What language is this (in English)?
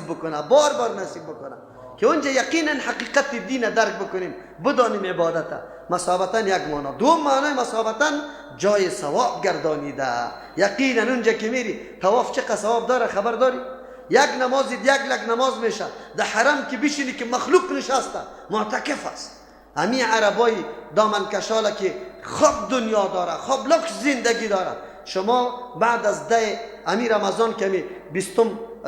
Persian